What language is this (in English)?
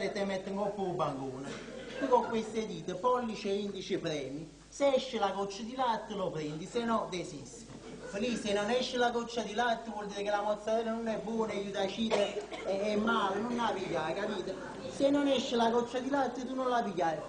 Neapolitan